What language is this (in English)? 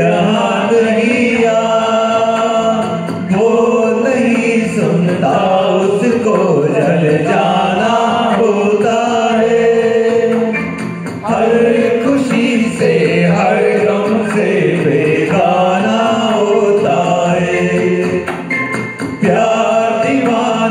Hindi